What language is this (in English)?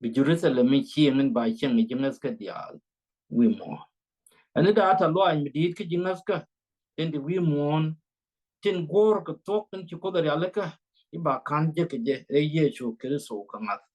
Nuer